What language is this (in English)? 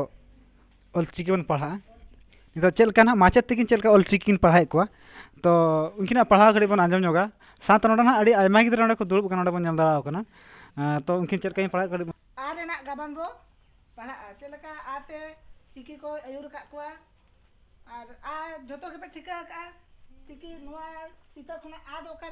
Santali